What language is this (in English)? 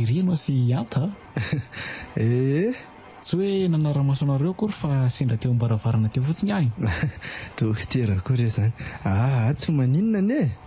Malagasy